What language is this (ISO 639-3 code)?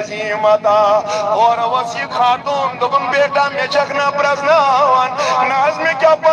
kas